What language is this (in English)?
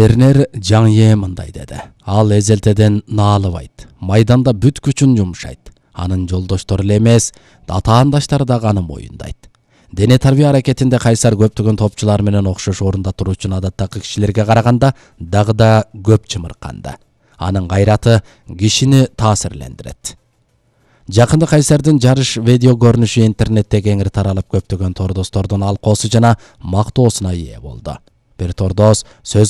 Kyrgyz